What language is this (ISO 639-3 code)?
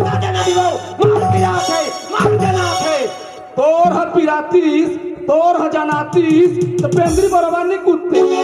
hne